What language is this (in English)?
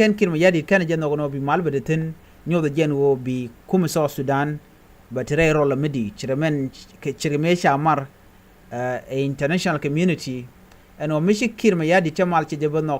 Nuer